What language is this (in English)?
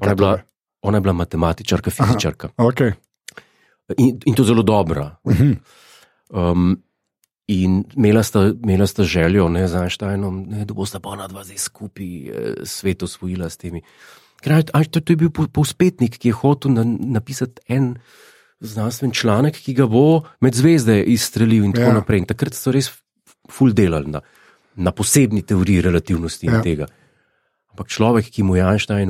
Slovenian